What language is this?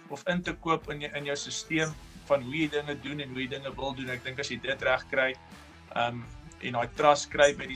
Afrikaans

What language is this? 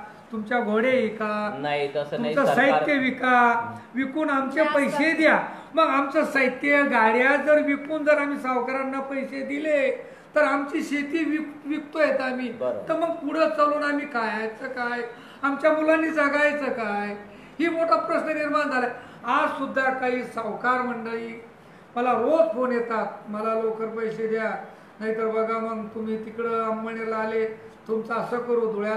Marathi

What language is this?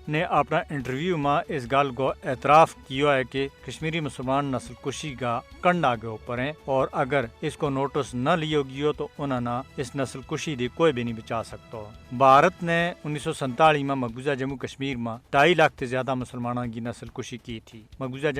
Gujari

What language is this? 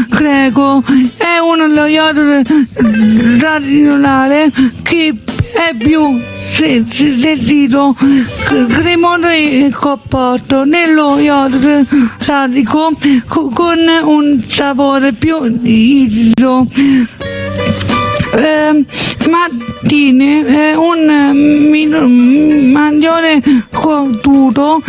Italian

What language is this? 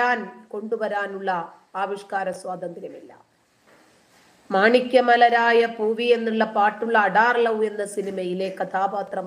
Malayalam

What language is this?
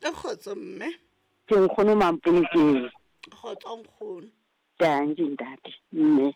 Southern Sotho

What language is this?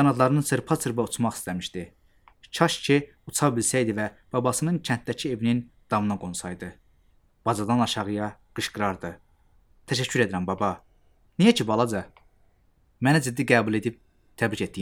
Azerbaijani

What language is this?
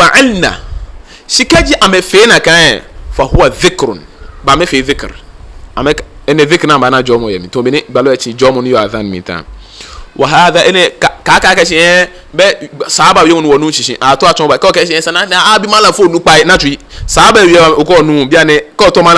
Ga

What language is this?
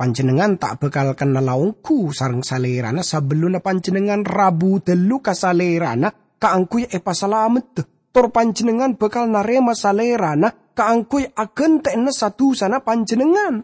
Madurese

